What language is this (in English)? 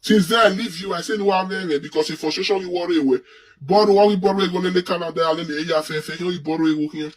Nigerian Pidgin